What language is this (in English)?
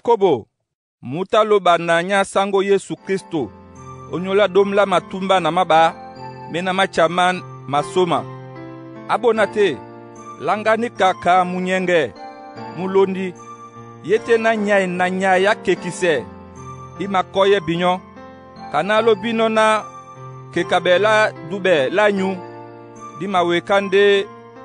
Duala